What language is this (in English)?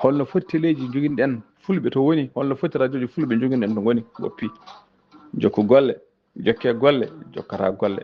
Fula